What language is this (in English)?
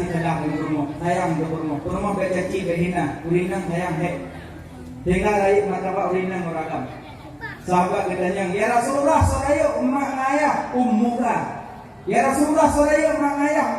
Achinese